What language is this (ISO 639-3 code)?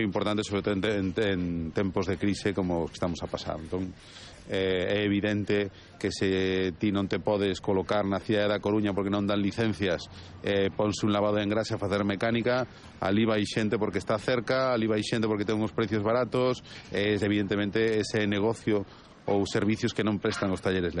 glg